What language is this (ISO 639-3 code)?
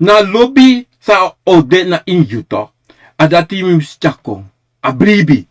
srn